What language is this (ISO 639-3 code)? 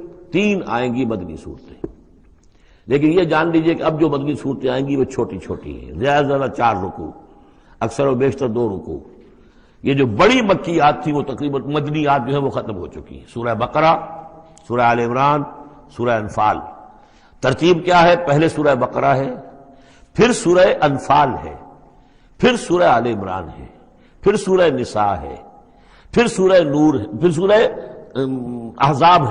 urd